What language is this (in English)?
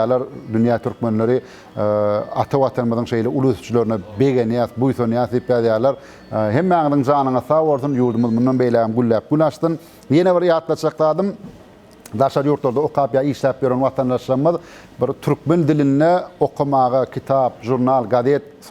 Turkmen